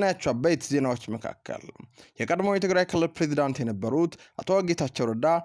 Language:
Amharic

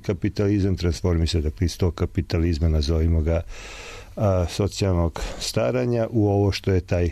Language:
Serbian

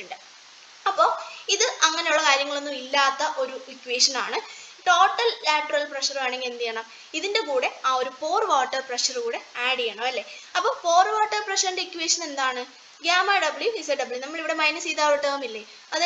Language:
Malayalam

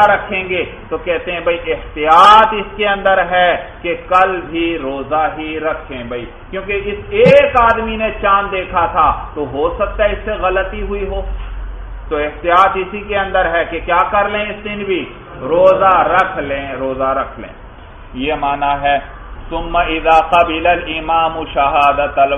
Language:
Urdu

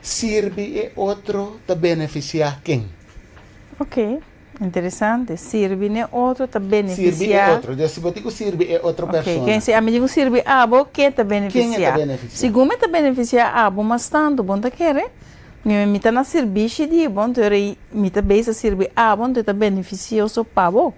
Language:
Papiamento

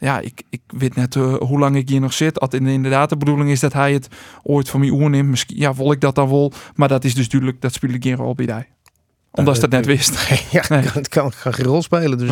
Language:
Western Frisian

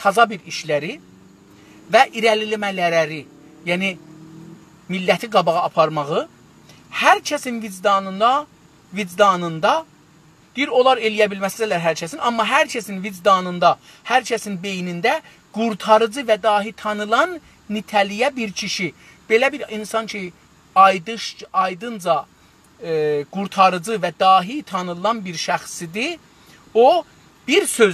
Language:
South Azerbaijani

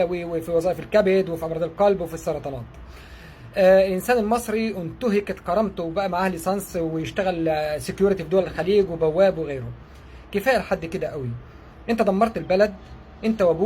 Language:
Egyptian Arabic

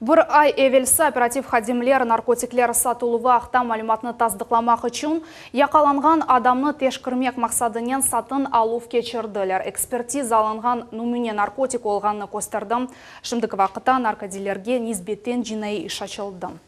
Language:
Crimean Tatar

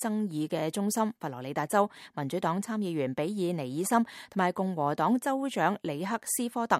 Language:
Cantonese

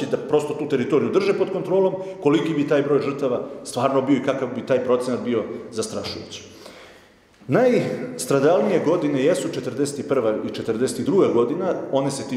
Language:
Serbian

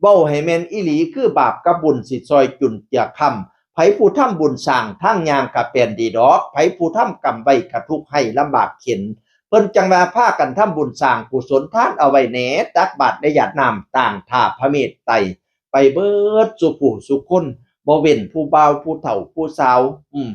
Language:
Northeastern Thai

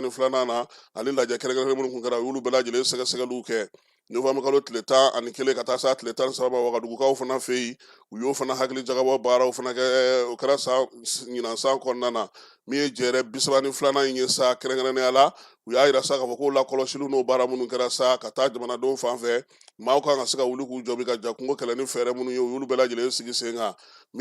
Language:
Bambara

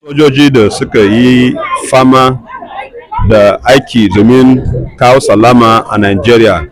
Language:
Hausa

